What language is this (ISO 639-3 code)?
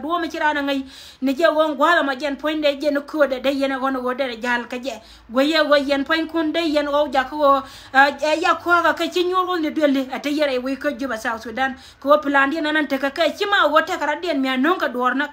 nus